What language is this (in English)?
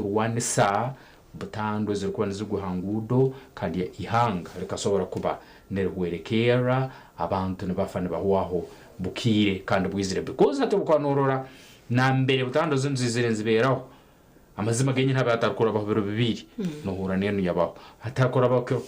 Nyankole